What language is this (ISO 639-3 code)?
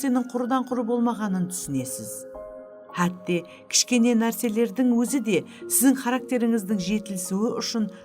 kaa